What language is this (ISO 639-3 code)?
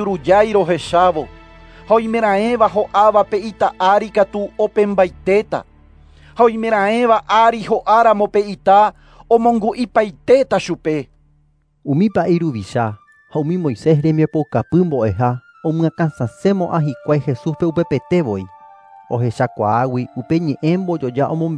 grn